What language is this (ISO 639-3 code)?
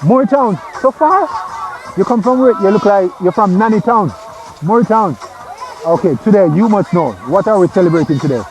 jam